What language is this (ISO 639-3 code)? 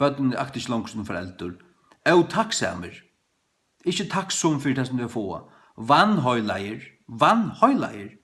fao